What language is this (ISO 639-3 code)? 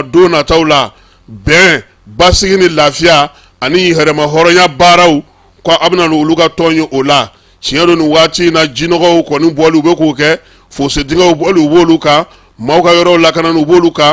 bam